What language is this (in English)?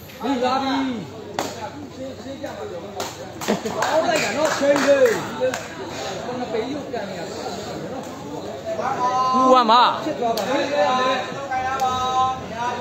Burmese